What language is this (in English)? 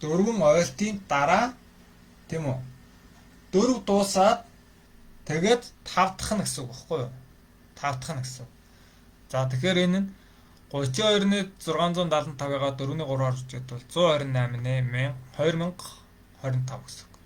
Mongolian